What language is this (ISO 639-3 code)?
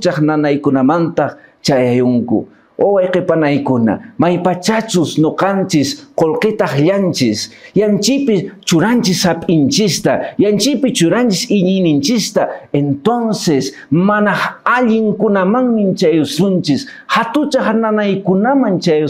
que